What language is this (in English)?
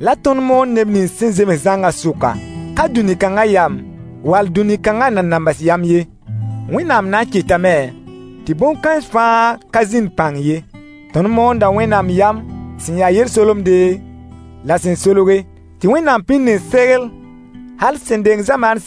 Mossi